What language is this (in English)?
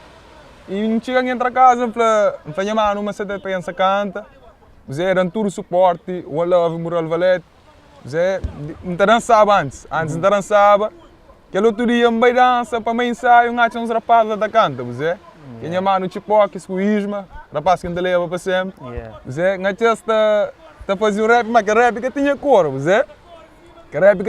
Kabuverdianu